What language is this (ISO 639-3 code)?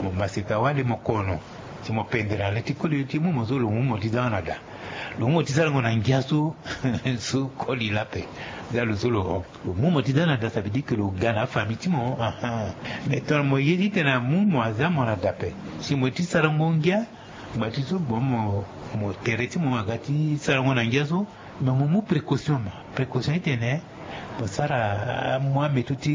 sag